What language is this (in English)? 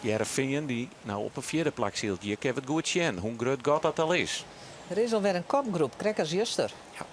Western Frisian